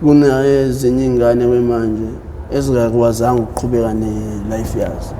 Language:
Zulu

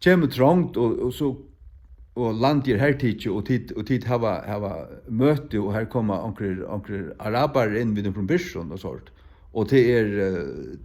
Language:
Faroese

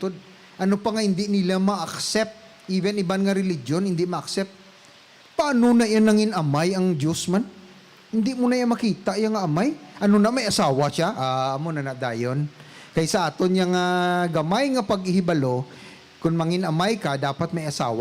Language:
Hiligaynon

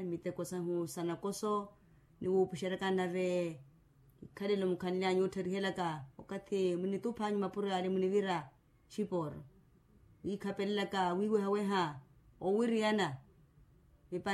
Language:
Makhuwa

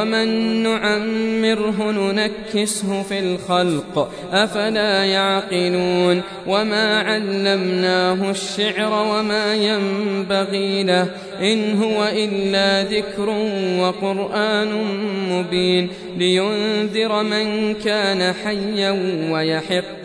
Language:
Arabic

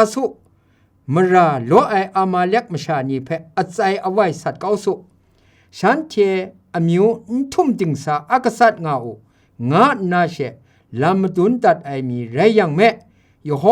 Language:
Kachin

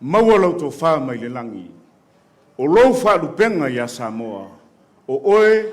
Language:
Samoan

